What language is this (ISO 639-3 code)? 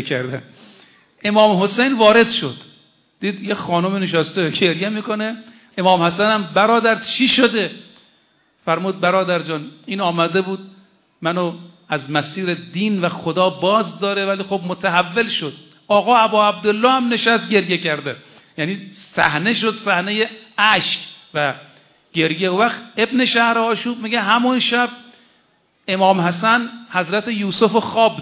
fas